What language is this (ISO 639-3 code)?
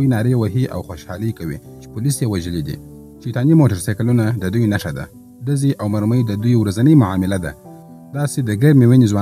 pus